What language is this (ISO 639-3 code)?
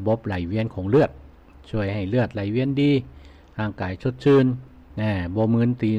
lao